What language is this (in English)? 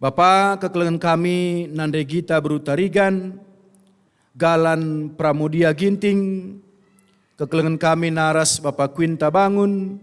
Batak Karo